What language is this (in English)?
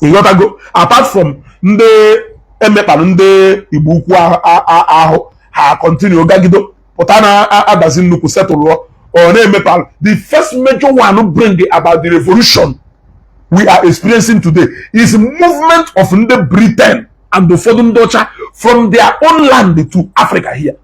Igbo